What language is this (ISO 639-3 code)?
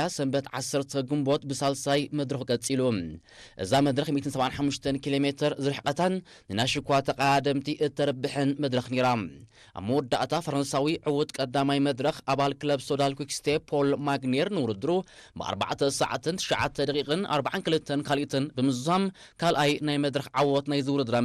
tir